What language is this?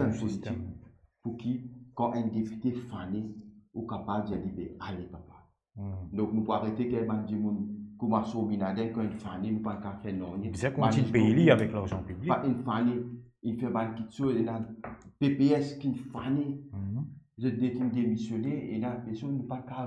Morisyen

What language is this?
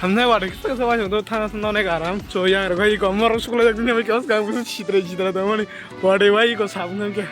Kok Borok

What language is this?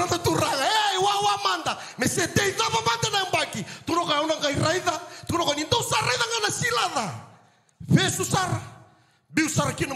Fijian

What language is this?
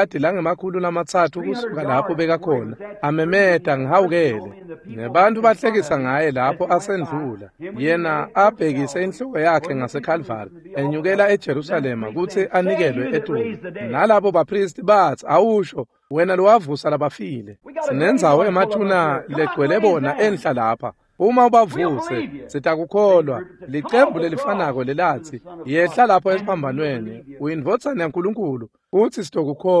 Swati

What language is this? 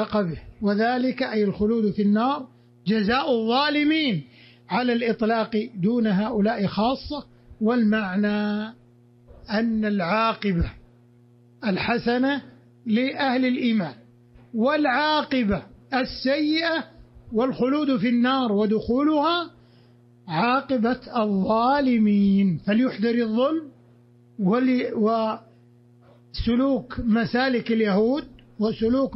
Arabic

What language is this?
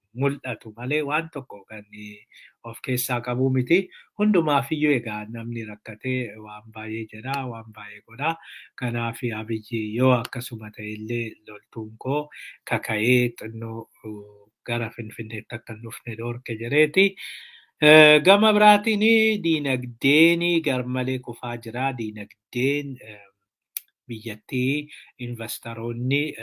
Oromo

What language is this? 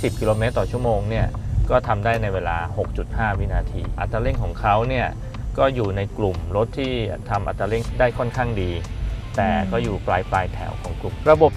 Thai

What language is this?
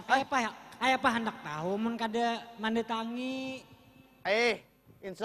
Banjar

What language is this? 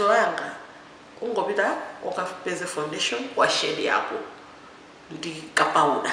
Nyanja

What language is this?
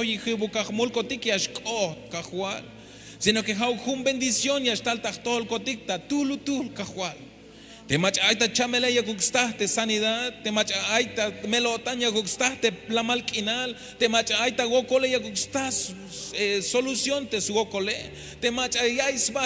Tzeltal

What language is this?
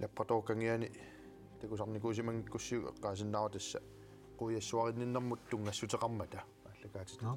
Kalaallisut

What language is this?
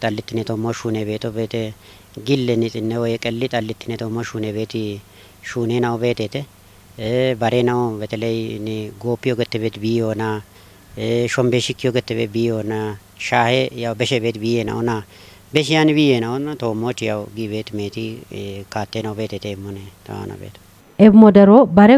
Kafa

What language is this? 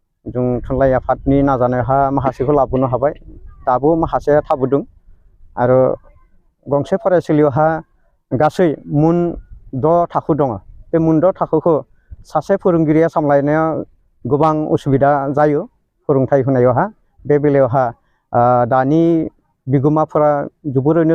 Bodo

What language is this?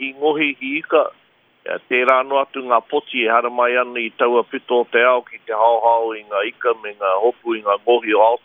Māori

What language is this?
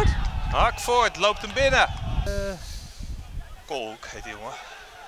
Dutch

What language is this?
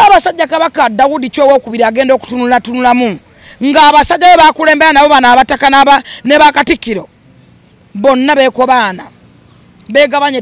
Ganda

